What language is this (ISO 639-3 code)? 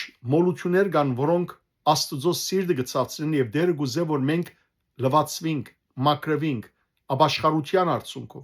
hyw